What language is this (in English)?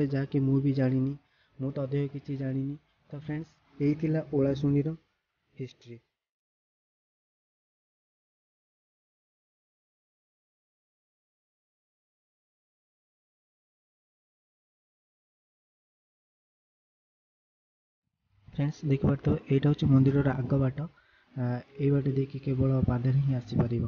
Odia